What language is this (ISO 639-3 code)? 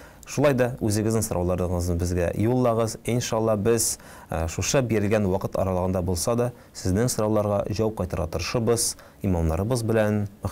tat